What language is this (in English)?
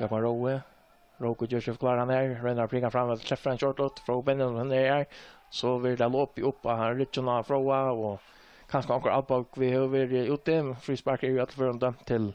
Faroese